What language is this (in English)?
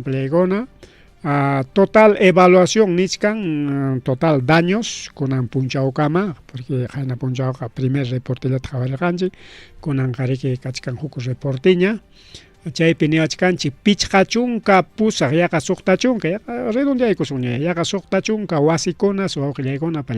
Ayacucho Quechua